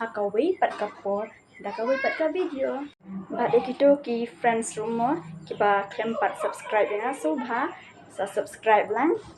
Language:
Khasi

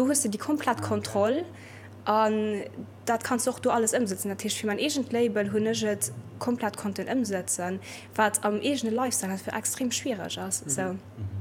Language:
Luxembourgish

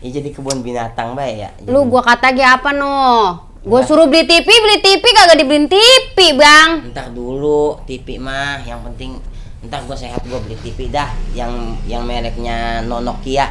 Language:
Betawi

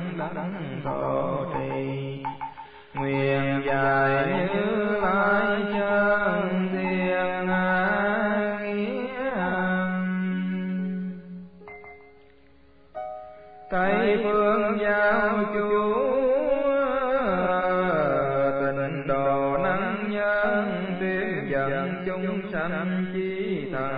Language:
Vietnamese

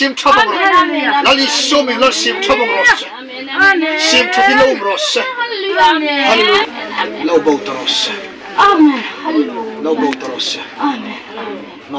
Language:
Hmar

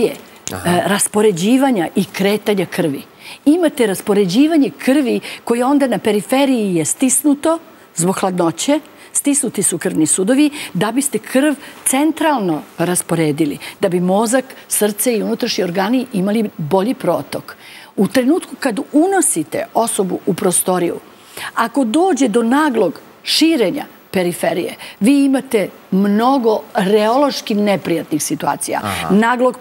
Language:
Serbian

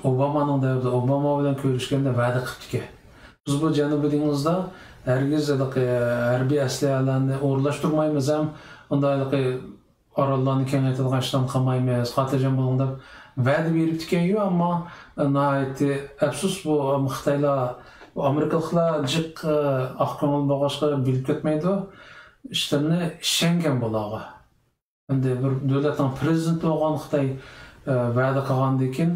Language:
Uyghur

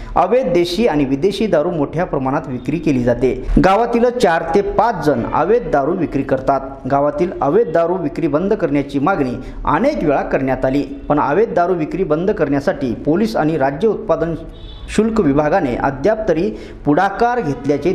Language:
Marathi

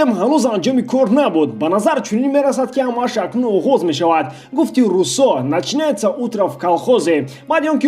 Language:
Tajik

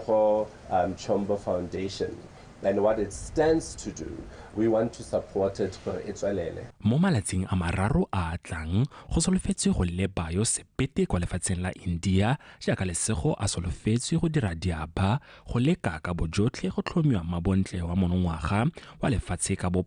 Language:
Tswana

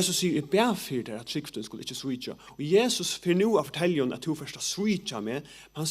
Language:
Faroese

